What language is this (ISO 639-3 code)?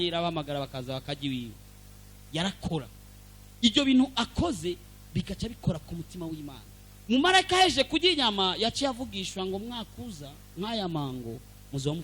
run